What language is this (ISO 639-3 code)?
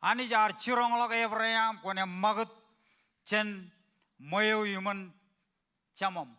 mah